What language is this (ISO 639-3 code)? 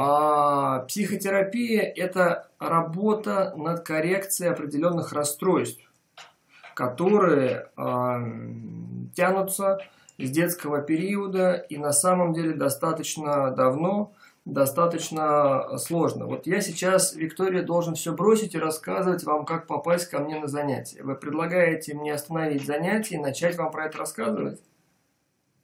rus